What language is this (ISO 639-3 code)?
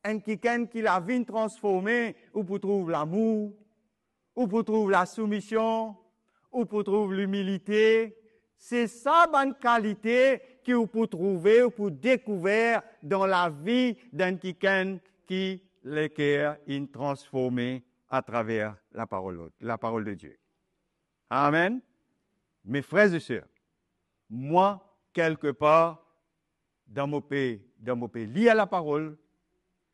mfe